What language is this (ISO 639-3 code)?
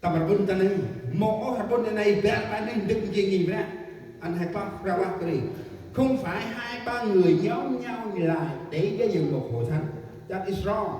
cmo